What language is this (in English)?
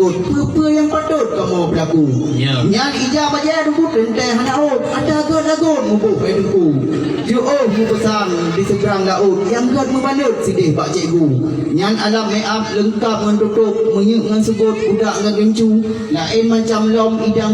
Achinese